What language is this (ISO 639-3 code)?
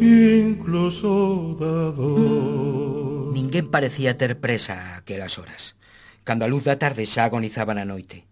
glg